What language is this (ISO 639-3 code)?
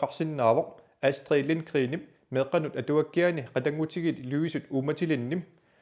kal